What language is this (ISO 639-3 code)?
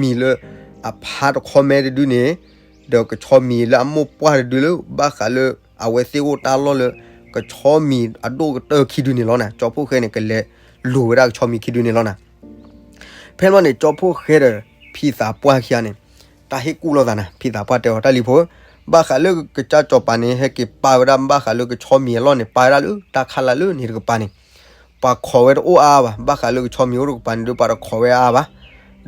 ksw